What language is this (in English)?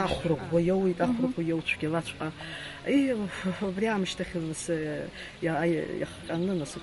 Abkhazian